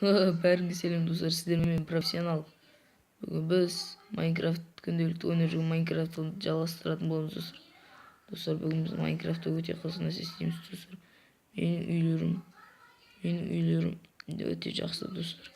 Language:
Kazakh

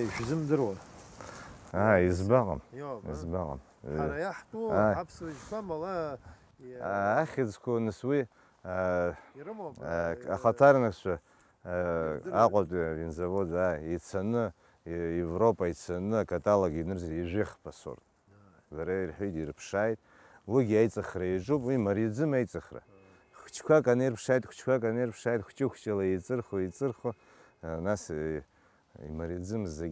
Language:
Abkhazian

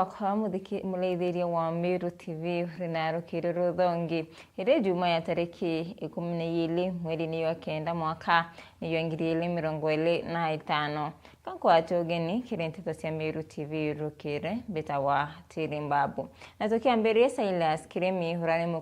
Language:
Meru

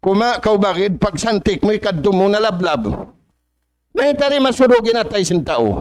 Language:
Tausug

